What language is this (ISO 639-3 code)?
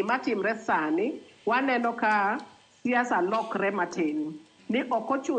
luo